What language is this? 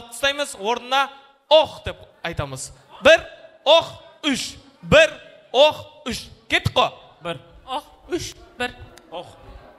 Kara-Kalpak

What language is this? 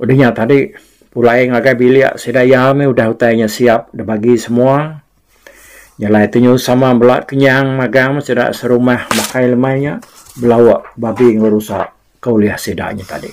Iban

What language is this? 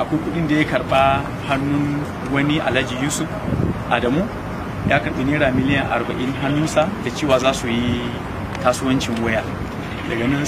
Hausa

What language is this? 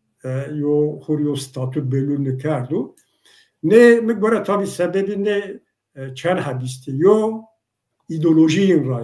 Zaza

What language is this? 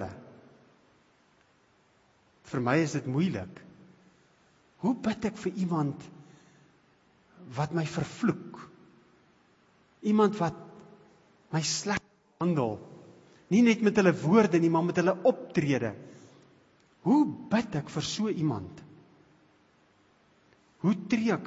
Afrikaans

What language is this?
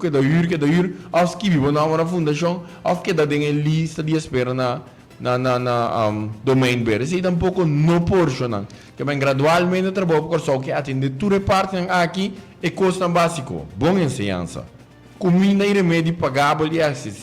Papiamento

